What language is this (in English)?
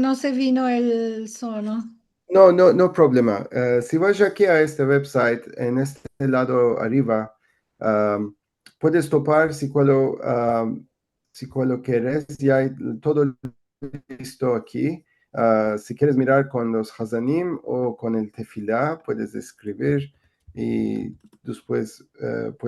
Ladino